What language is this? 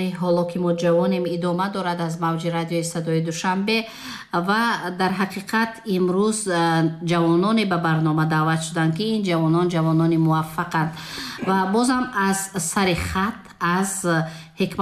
Tajik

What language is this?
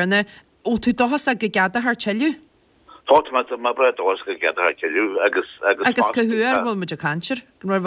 Irish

